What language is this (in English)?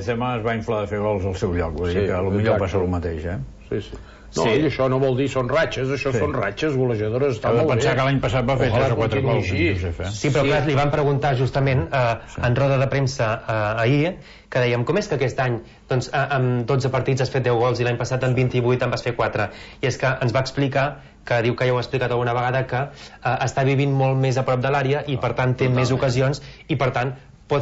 Catalan